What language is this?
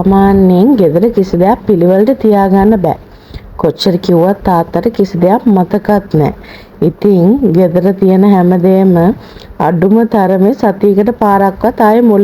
Sinhala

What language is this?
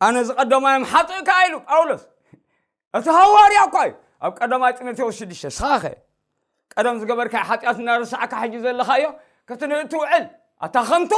Tigrinya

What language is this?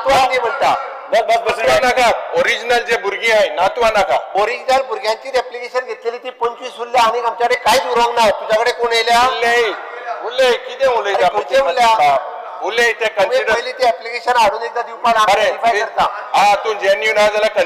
Konkani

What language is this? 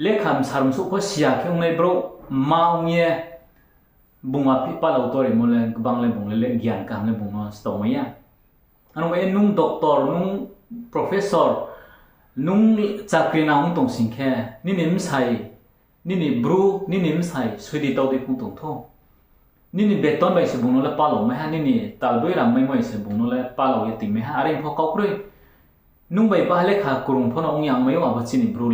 Riang (India)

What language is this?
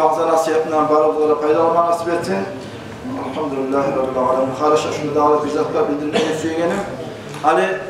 Kumyk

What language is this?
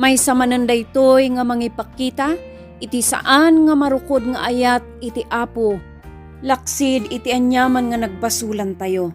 Iloko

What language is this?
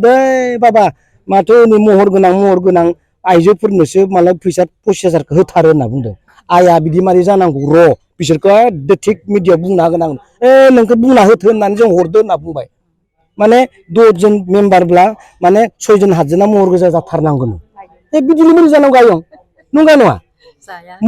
Bodo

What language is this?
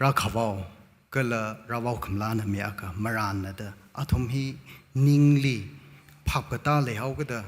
Tangkhul Naga (India)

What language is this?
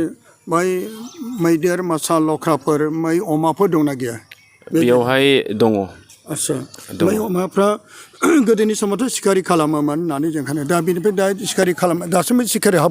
Bodo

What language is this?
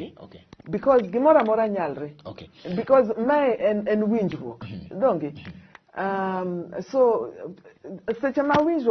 Luo (Kenya and Tanzania)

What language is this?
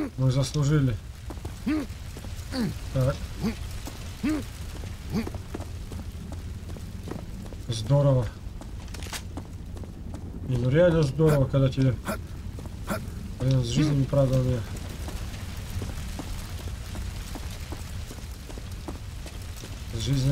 Russian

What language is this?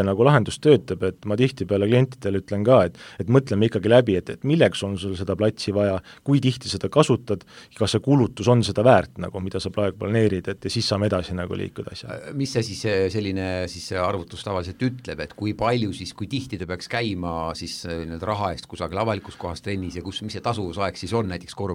Estonian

